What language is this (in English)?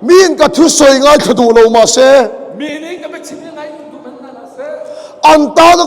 Hakha Chin